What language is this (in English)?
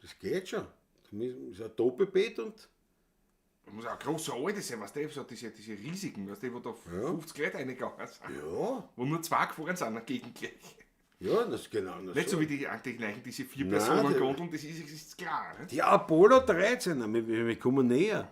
Bavarian